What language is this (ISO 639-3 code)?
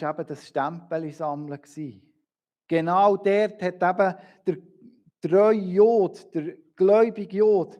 gsw